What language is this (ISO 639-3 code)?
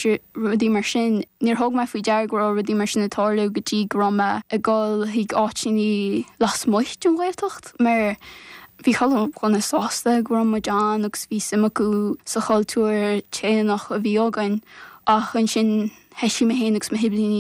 gle